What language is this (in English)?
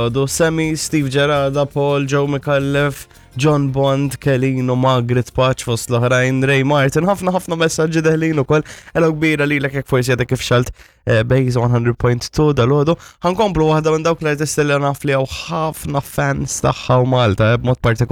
Maltese